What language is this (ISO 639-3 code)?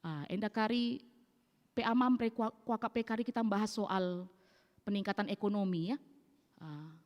btx